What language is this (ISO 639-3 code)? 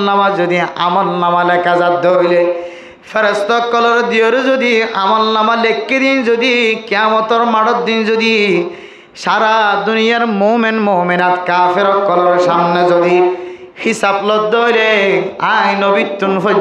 rhg